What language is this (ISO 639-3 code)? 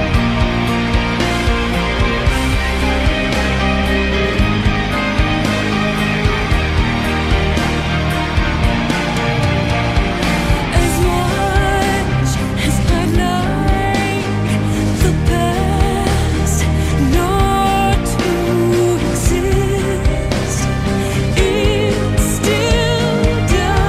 eng